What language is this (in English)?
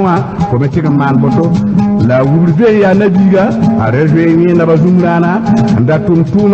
Mossi